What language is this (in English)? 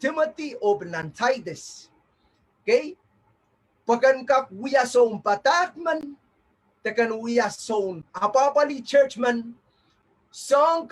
Pohnpeian